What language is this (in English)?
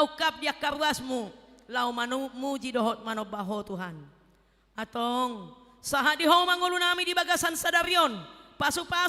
Batak Toba